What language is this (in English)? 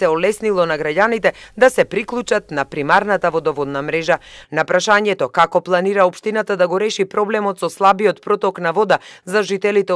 Macedonian